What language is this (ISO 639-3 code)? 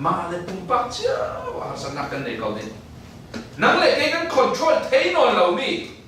cfm